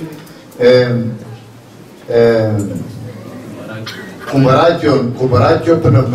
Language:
Greek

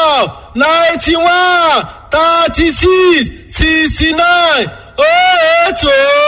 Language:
Yoruba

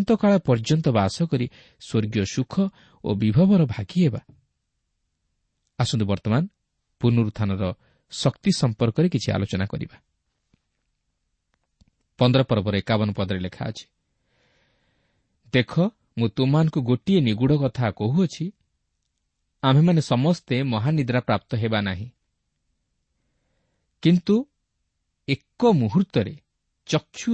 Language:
Odia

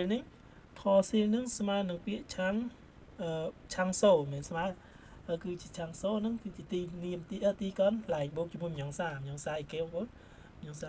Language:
Khmer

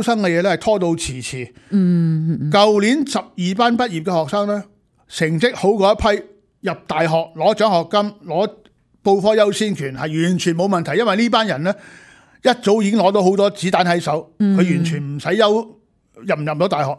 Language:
Cantonese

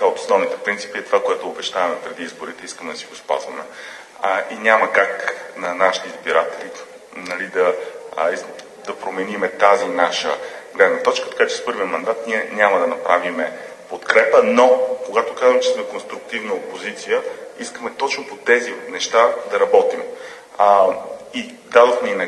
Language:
Bulgarian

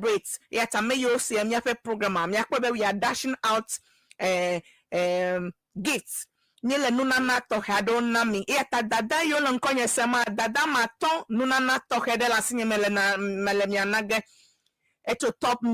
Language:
Ewe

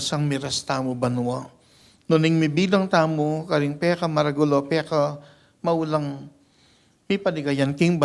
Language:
Pampanga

